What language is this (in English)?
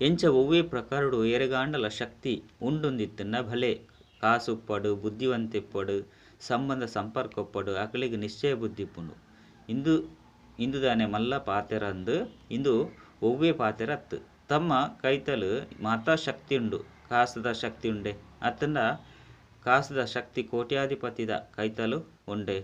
Tulu